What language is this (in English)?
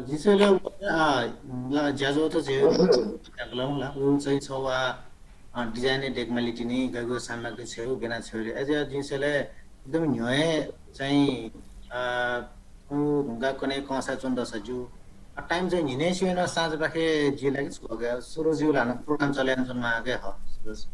Newari